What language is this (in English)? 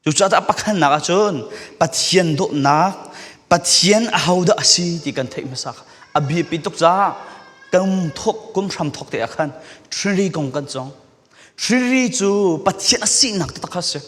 Falam Chin